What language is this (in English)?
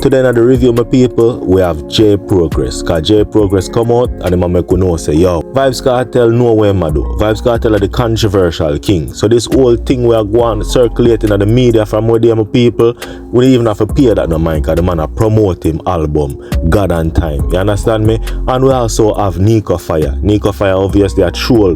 Jamaican Creole English